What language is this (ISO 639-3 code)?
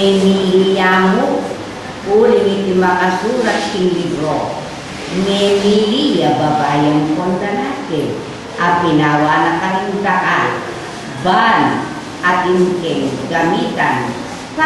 pam